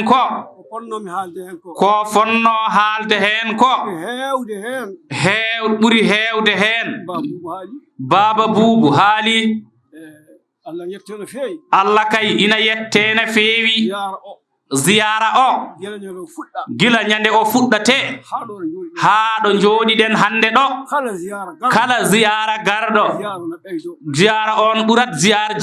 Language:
Fula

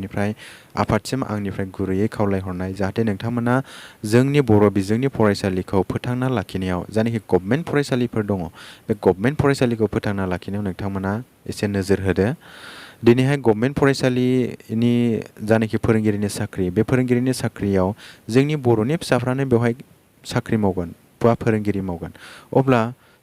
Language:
Bodo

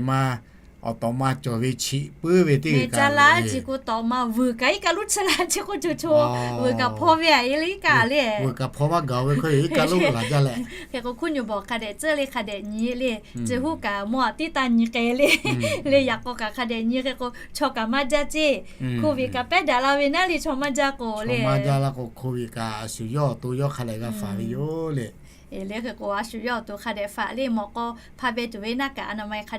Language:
Lahu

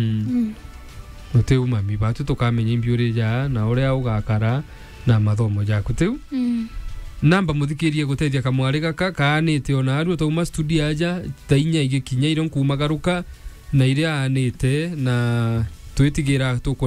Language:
Meru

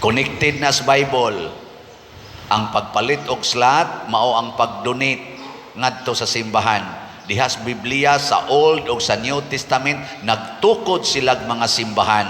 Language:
Cebuano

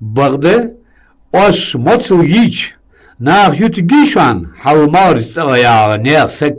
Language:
Ingush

